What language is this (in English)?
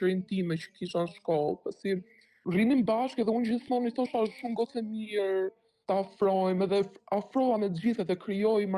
Albanian